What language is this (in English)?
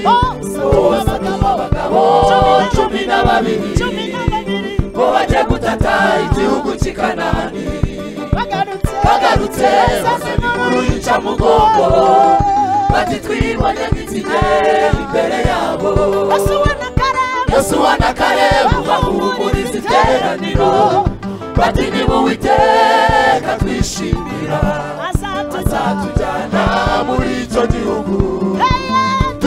Kinyarwanda